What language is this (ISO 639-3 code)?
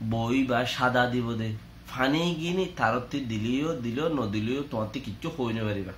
rhg